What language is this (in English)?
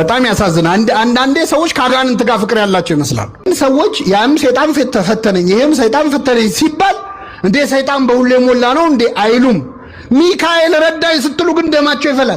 Amharic